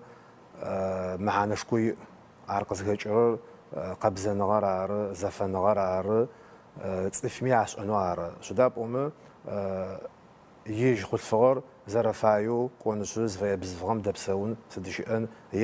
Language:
Adyghe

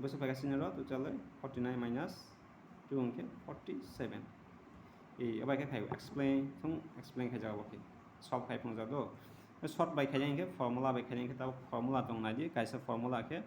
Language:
Kok Borok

